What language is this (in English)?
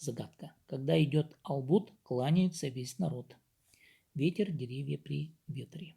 Khakas